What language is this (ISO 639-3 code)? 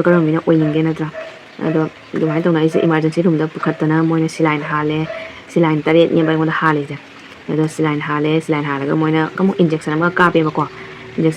mni